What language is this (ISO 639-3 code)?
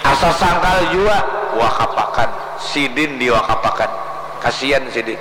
bjn